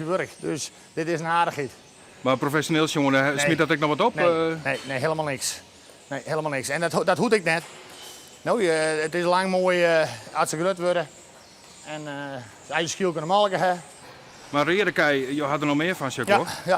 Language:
Western Frisian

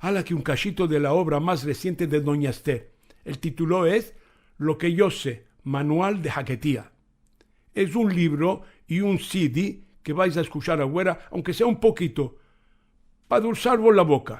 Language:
Ladino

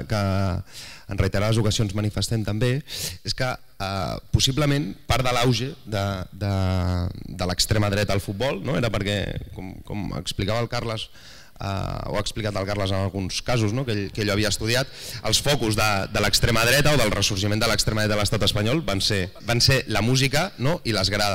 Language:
Catalan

